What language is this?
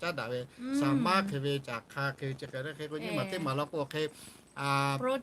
Lahu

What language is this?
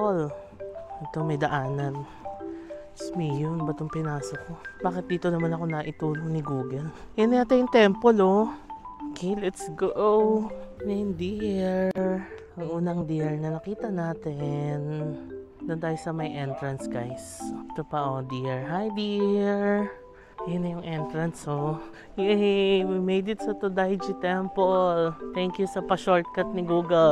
Filipino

